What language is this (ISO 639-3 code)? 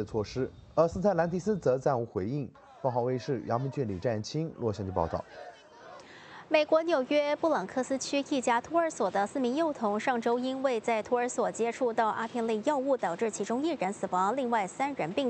zho